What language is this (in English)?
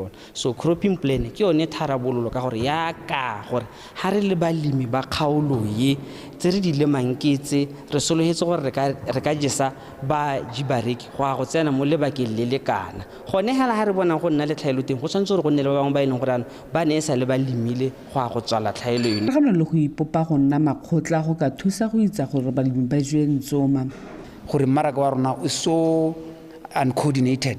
Tswana